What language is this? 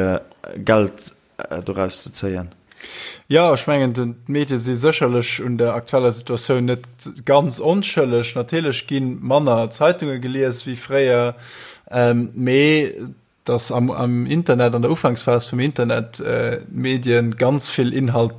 Luxembourgish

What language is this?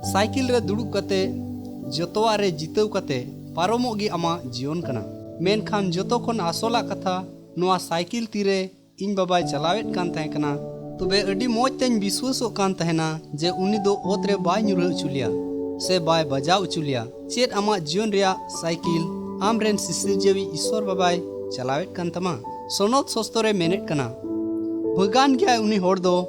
Santali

